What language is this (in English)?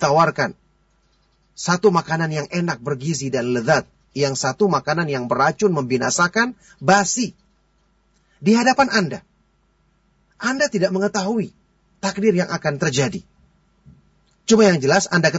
Indonesian